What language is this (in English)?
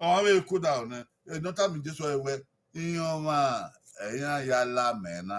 Bini